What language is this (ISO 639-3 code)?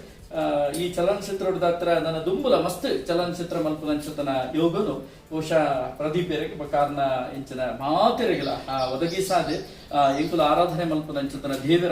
tcy